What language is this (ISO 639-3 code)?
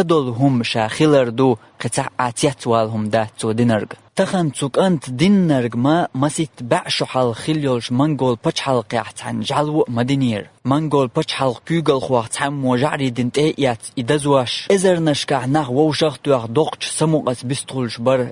che